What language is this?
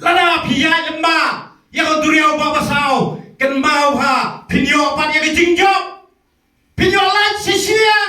Khasi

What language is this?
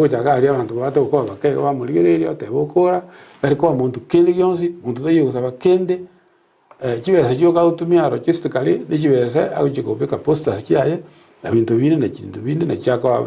Gusii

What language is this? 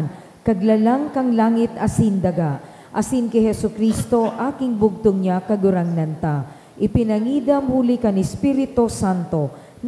Bikol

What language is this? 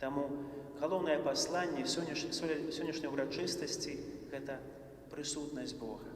Belarusian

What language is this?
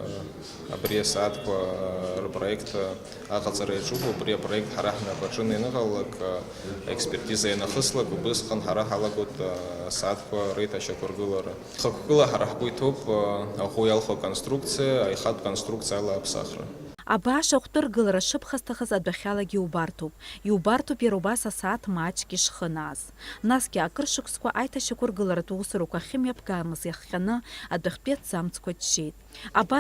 Abkhazian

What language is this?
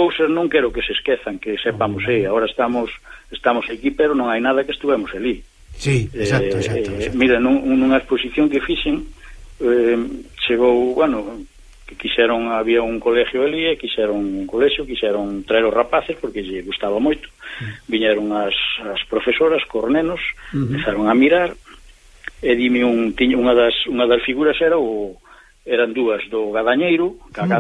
Galician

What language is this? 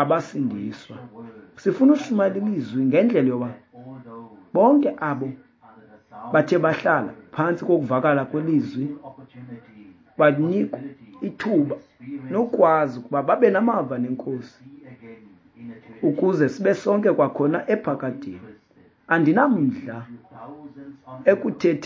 Xhosa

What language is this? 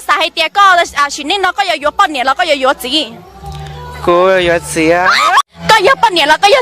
Hmong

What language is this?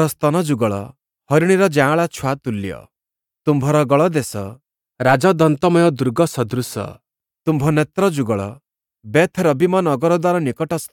Odia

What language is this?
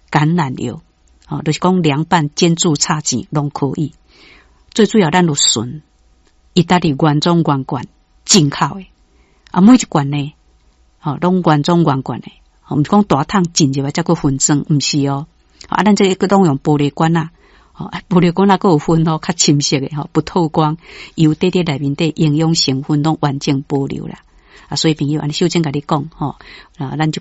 Min Nan Chinese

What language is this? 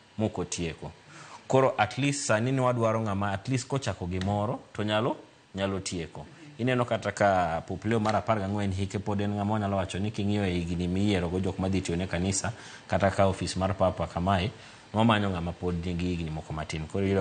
Luo (Kenya and Tanzania)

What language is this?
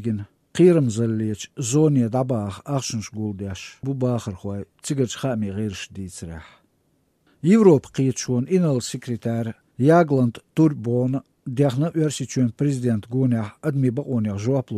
Chechen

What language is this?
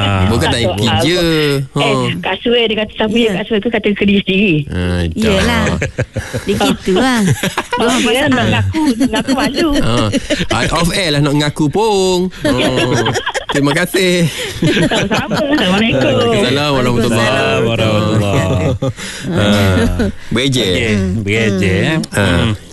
Malay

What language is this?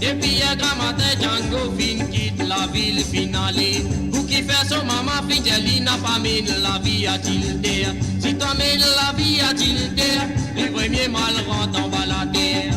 Morisyen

